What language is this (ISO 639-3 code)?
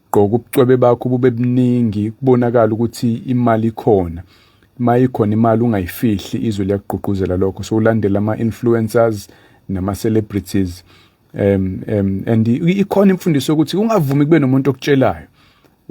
zul